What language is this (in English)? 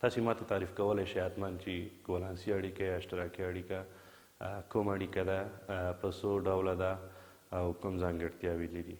Pashto